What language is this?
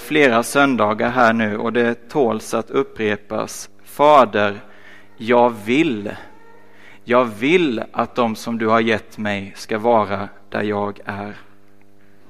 Swedish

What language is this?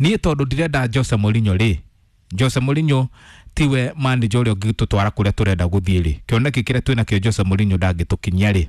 Kikuyu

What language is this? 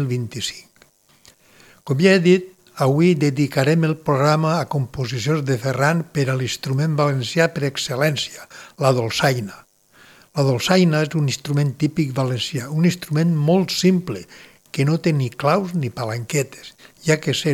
Catalan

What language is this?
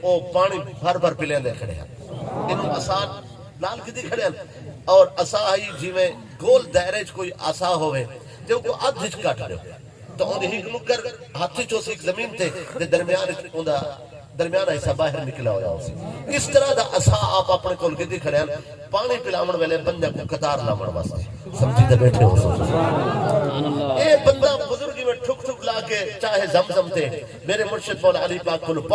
Saraiki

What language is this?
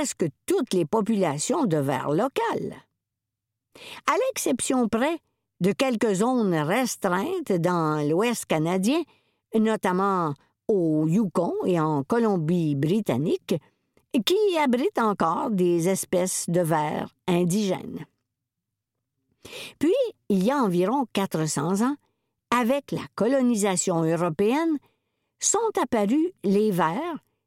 French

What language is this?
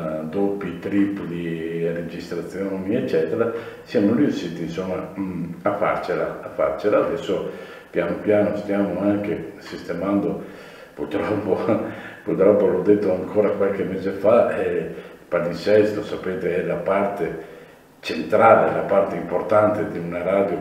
Italian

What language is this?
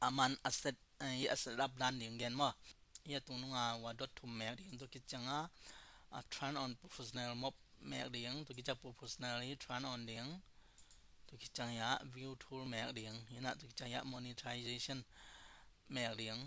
Tedim Chin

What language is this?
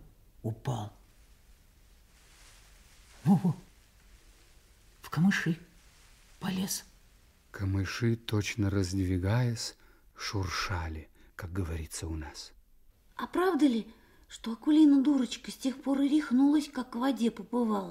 Russian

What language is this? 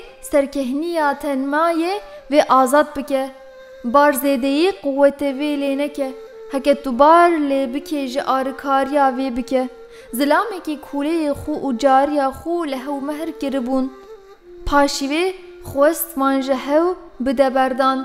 Kurdish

